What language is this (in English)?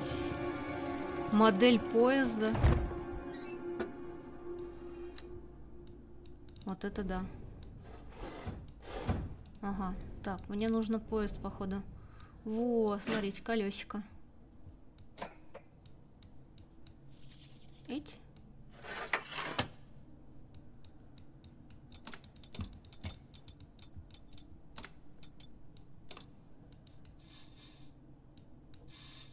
Russian